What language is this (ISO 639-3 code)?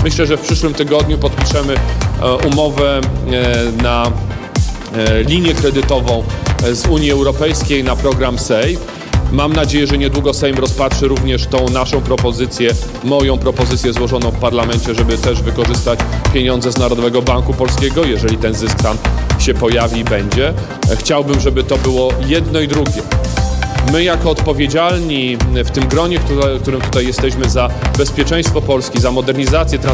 pol